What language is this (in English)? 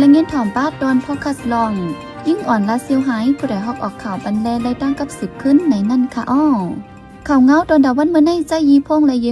Shan